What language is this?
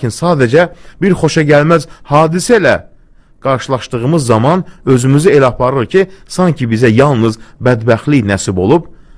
Azerbaijani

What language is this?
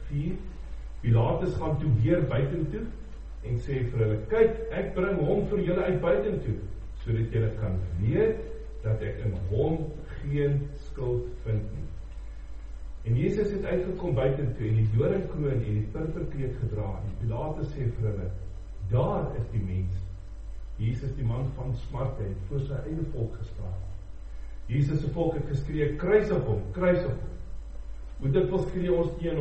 Afrikaans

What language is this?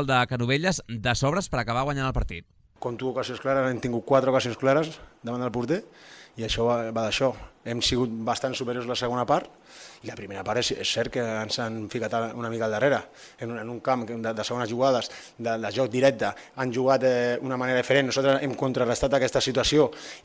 Catalan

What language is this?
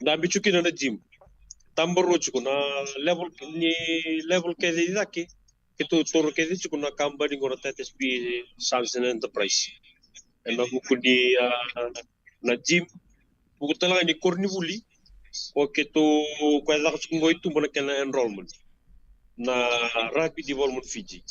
Fijian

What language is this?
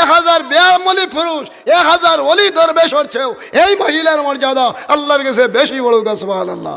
Sylheti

